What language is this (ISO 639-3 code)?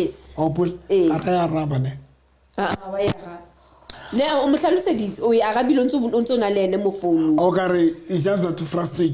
sot